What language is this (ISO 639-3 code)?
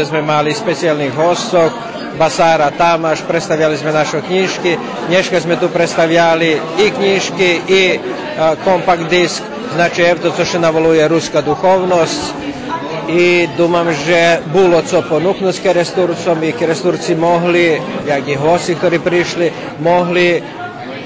rue